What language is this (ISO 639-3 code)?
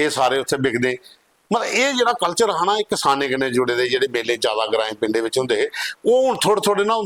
doi